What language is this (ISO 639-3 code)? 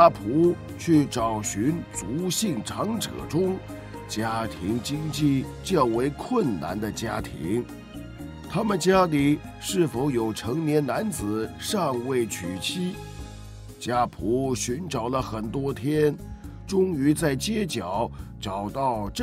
zho